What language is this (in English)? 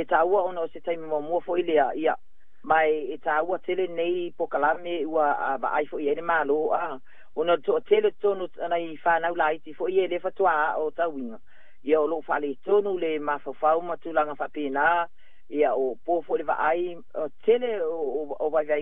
Samoan